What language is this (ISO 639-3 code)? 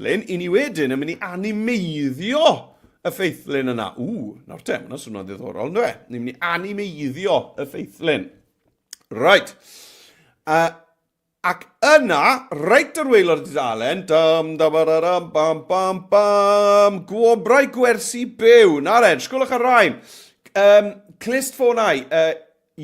cym